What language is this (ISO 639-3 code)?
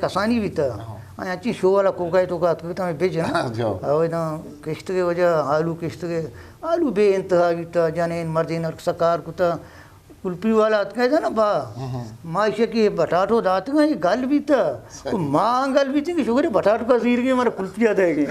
bgp